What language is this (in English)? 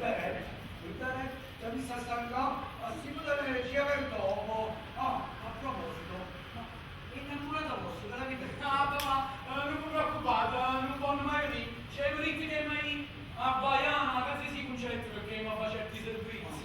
Neapolitan